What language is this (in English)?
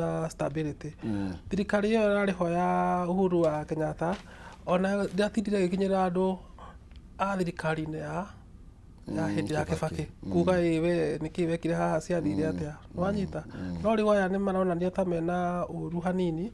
Kikuyu